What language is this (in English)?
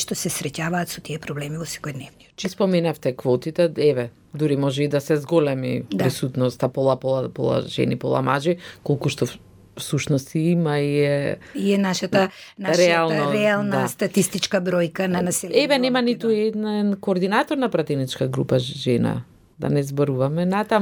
Macedonian